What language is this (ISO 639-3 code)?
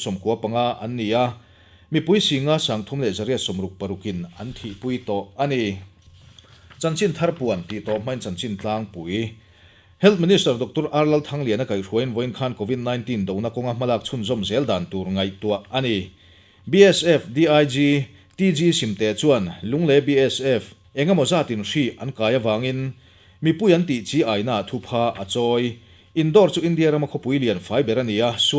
lus